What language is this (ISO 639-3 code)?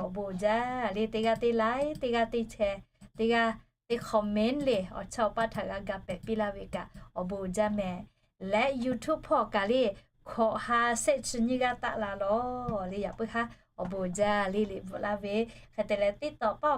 lhu